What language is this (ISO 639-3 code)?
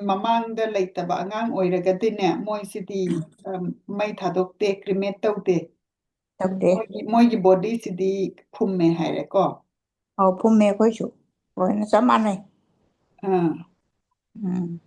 mni